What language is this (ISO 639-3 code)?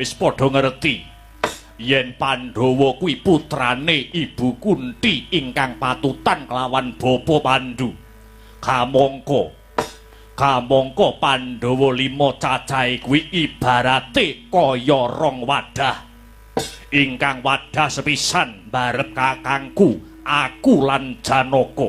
jav